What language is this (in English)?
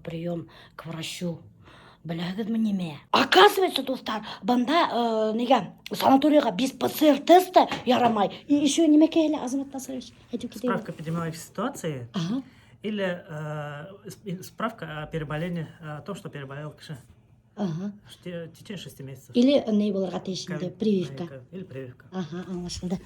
Bashkir